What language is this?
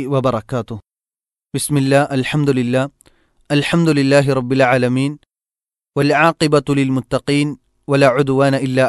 Malayalam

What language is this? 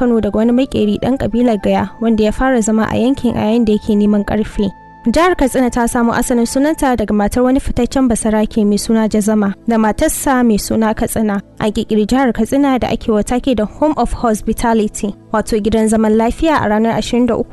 Hausa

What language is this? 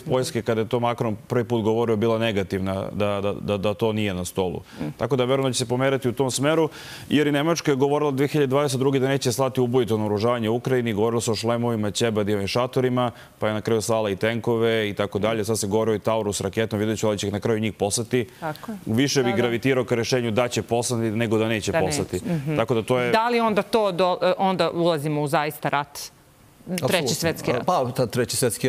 Serbian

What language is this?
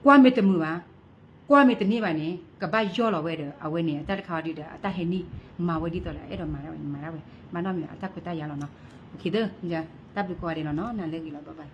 S'gaw Karen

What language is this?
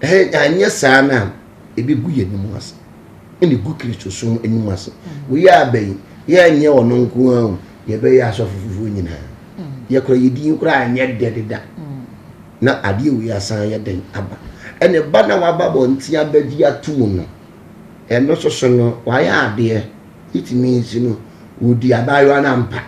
Akan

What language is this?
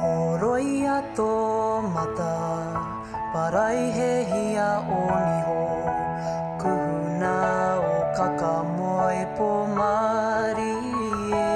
Māori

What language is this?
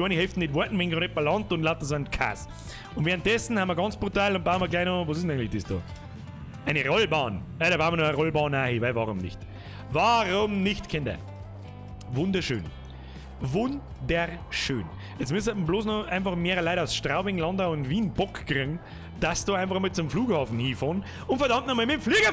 Bavarian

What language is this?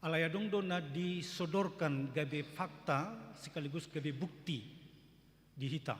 Batak Toba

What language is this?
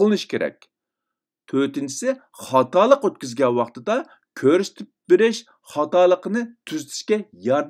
Uyghur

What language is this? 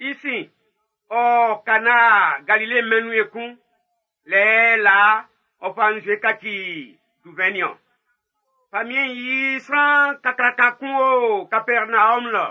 Baoulé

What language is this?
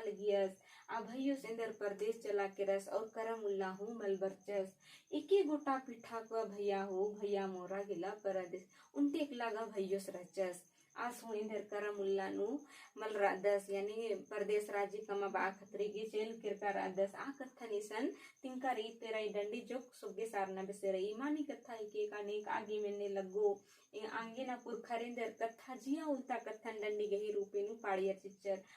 Kurukh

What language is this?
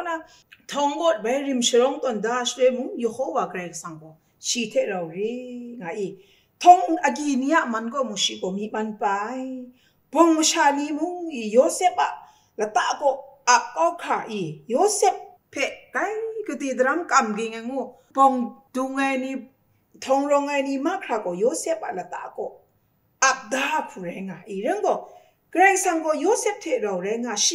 Kachin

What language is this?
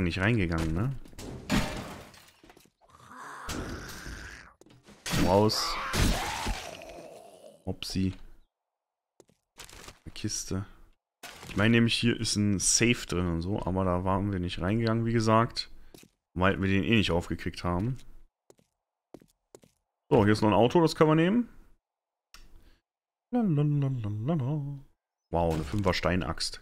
German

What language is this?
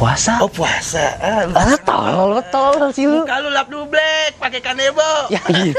Betawi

